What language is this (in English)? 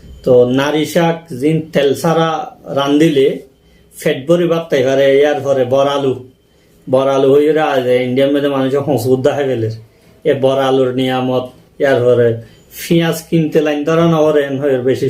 Rohingya